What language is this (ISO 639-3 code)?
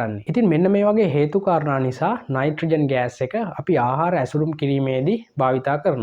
sin